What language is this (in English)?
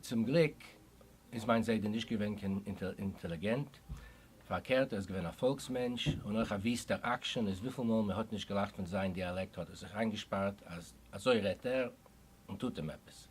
Yiddish